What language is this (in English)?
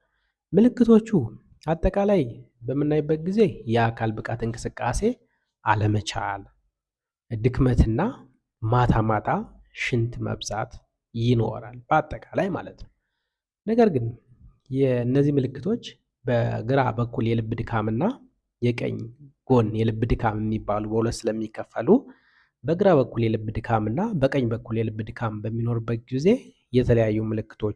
Amharic